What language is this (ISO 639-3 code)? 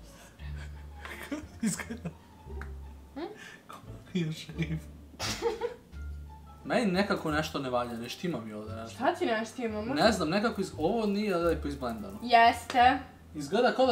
srp